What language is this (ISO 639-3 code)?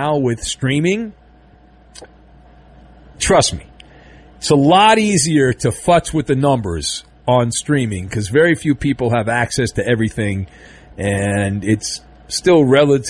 eng